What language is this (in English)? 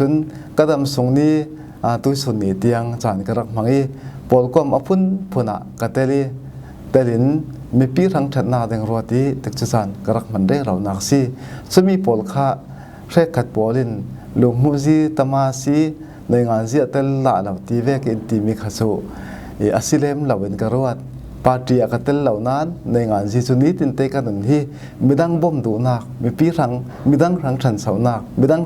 Falam Chin